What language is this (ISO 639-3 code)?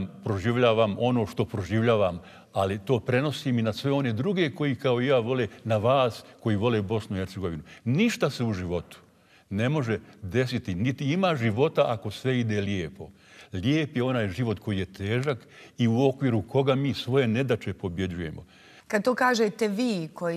bos